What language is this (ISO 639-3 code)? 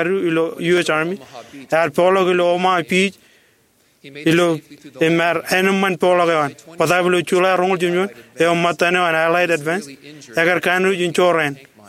mah